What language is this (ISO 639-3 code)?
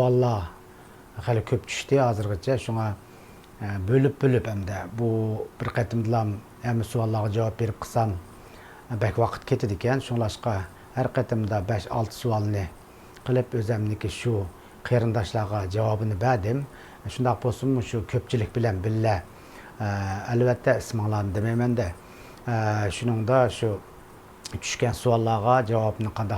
uig